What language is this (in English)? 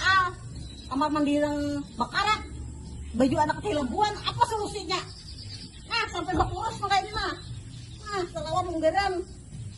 Banjar